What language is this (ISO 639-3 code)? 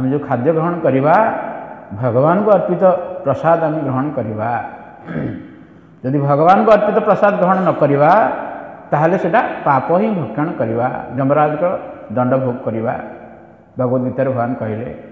ori